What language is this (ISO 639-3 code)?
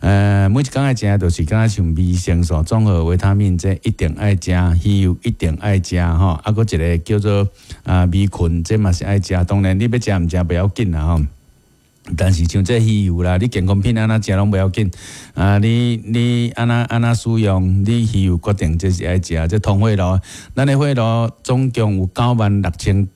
nan